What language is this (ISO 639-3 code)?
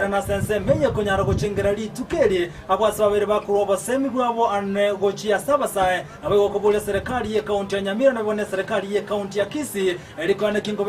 guz